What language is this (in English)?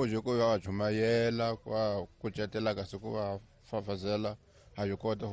Tsonga